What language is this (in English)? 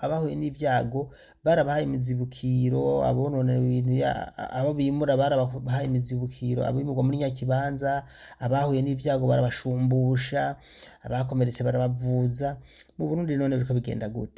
Rundi